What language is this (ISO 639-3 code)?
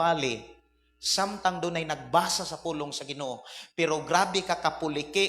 ceb